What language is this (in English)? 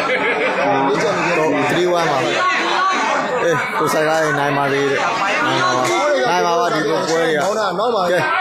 Burmese